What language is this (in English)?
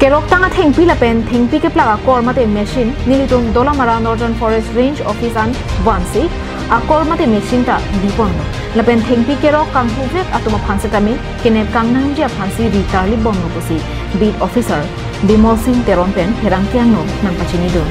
Karbi